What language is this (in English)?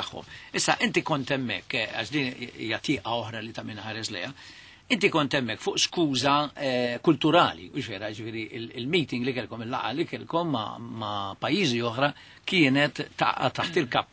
Maltese